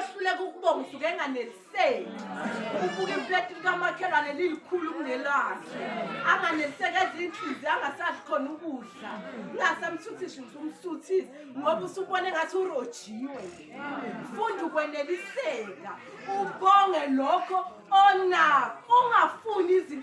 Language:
Zulu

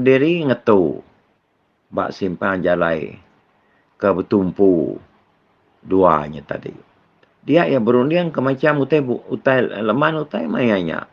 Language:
Iban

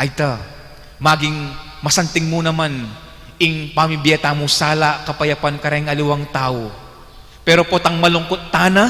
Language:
Pampanga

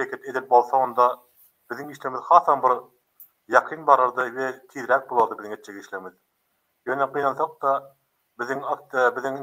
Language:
Turkmen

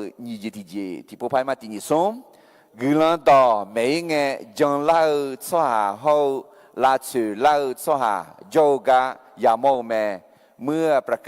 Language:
Akha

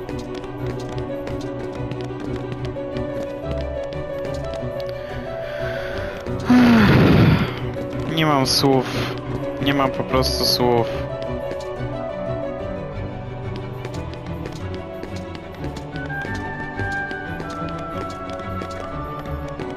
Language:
Polish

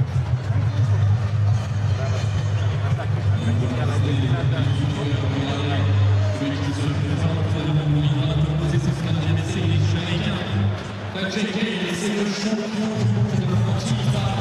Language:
French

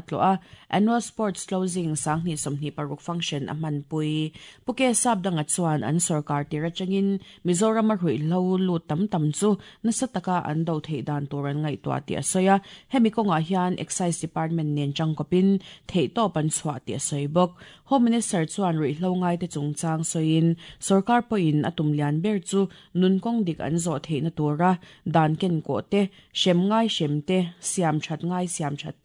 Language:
Mizo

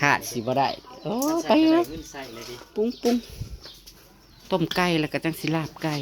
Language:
Northeastern Thai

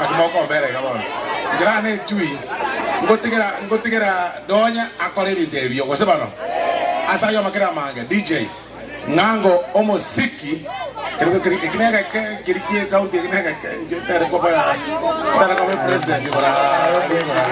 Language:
Gusii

